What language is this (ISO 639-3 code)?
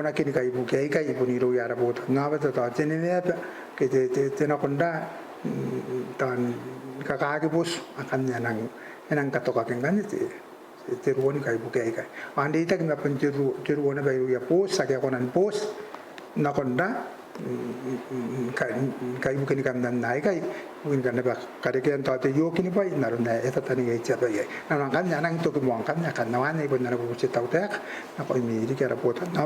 gil